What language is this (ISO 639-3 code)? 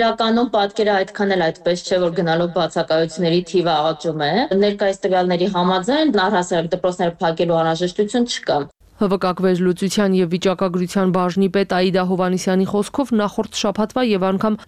hye